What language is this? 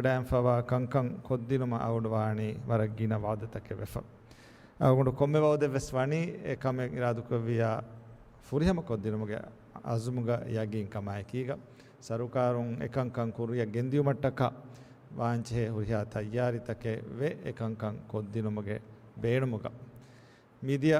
Divehi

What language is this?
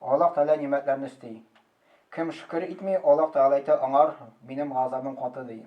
Tatar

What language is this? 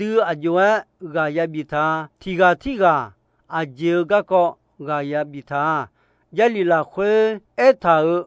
Akha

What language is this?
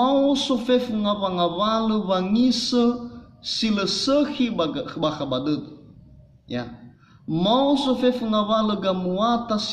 Nias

